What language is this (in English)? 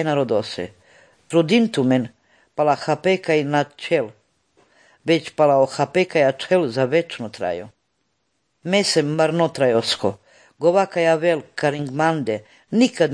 Slovenian